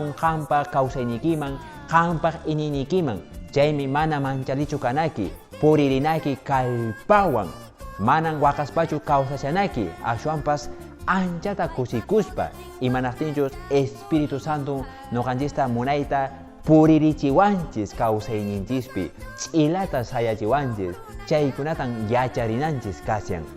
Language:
Quechua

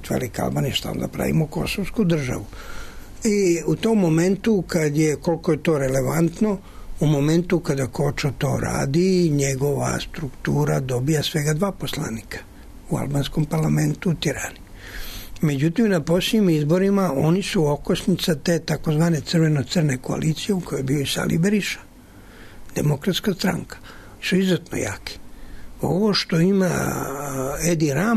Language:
Serbian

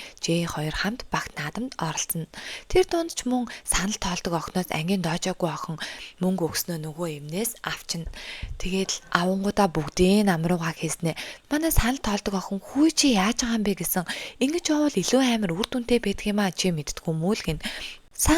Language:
Mongolian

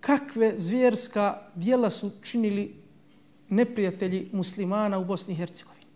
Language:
Bosnian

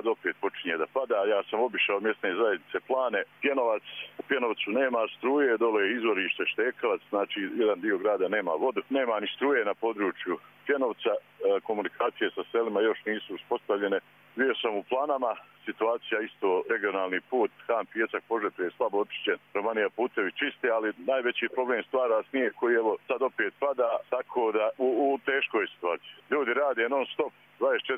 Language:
Croatian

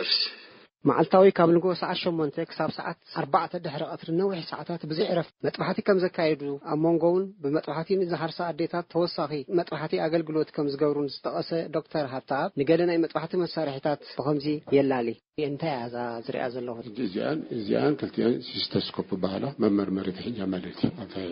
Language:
Tigrinya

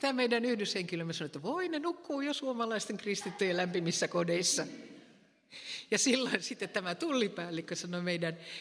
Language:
Finnish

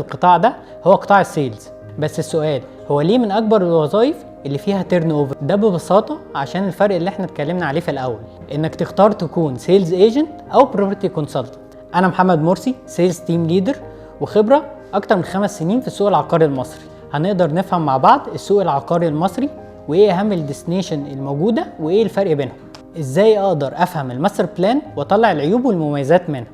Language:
Egyptian Arabic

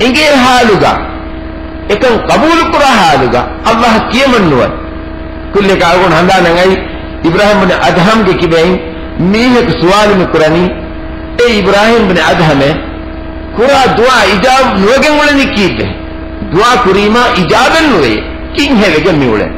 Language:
Divehi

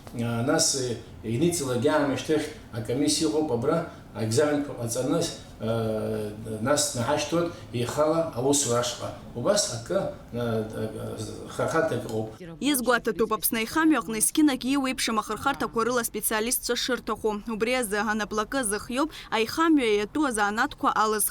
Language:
Abkhazian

